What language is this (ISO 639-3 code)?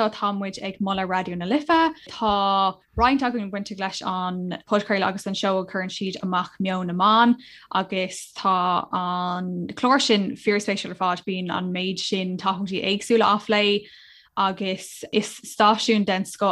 gle